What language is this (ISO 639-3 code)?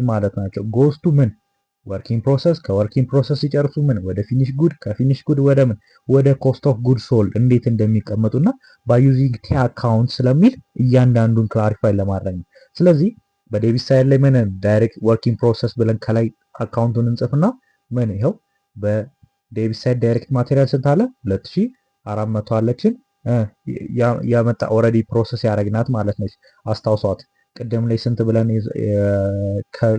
amh